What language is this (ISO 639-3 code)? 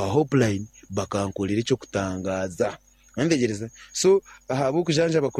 nyn